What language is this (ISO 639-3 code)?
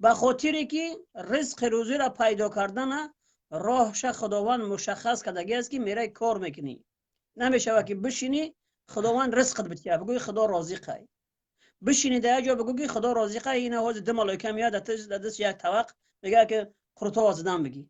tgk